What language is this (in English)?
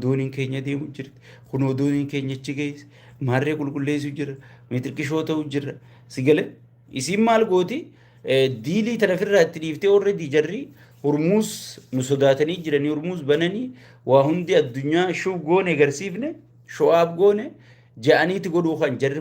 Oromo